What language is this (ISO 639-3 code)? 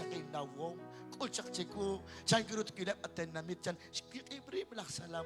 kek